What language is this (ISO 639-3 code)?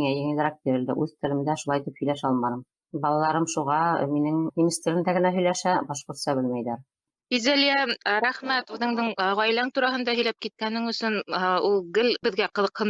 bak